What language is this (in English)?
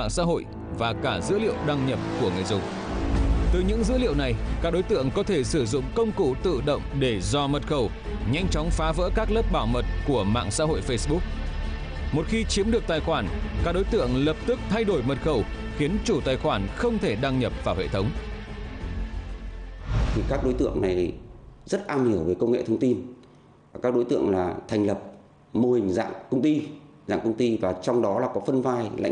Vietnamese